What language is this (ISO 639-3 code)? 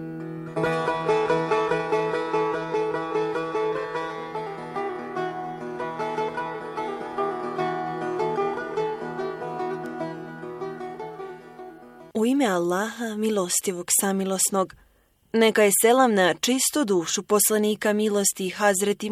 bos